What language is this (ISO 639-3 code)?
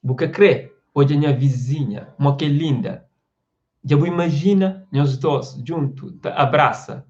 kea